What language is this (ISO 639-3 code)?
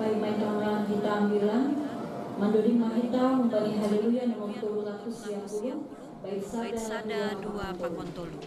bts